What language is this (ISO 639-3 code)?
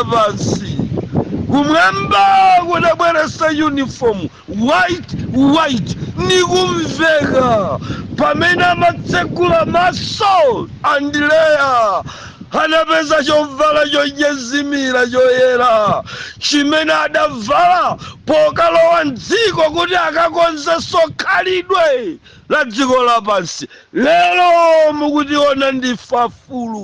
nya